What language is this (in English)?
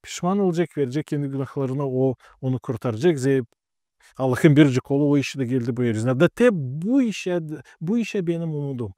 Gagauz